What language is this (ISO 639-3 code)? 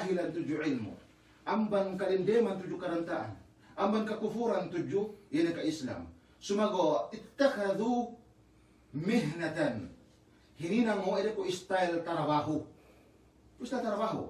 yka